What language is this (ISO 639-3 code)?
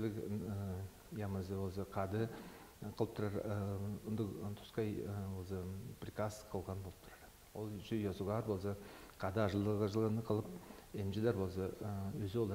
tyv